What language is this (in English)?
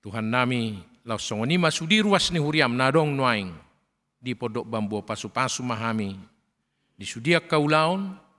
Batak Toba